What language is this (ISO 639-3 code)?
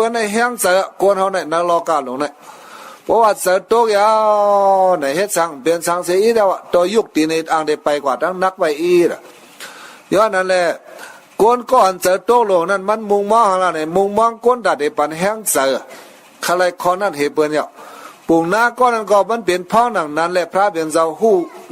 shn